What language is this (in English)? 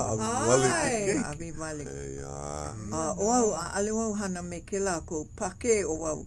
Hawaiian